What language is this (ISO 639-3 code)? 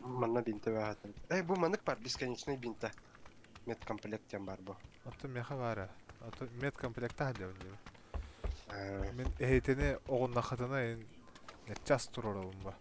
sah